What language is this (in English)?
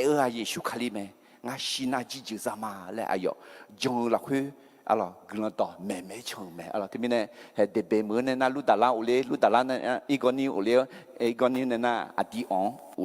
Akha